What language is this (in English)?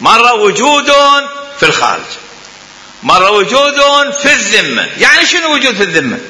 Mesopotamian Arabic